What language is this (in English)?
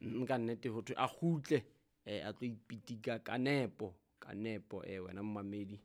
Southern Sotho